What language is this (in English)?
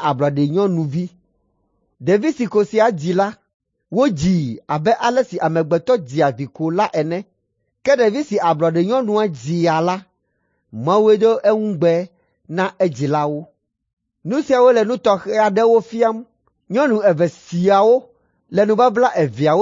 Ewe